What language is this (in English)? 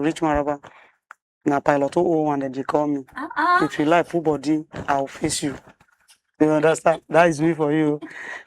Nigerian Pidgin